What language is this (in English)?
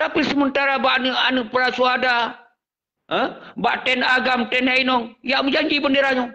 Achinese